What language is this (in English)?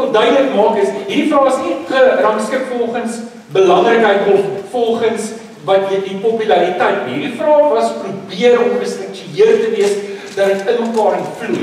Afrikaans